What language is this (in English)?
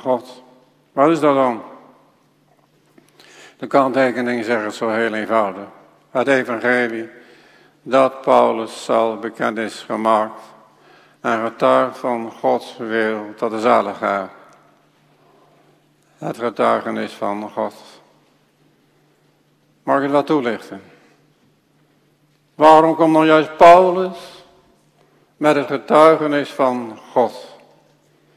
Dutch